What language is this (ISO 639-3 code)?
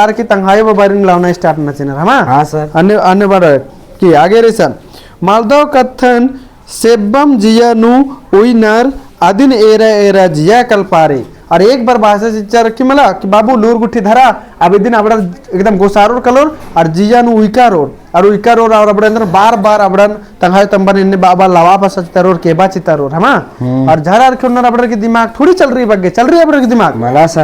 kru